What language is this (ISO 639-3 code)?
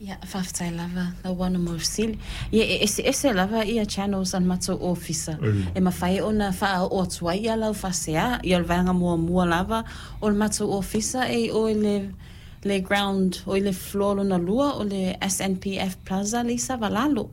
smo